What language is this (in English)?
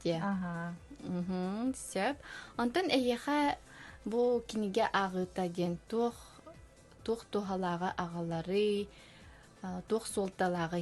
Yakut